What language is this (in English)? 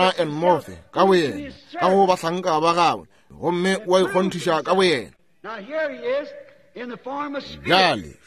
Northern Sotho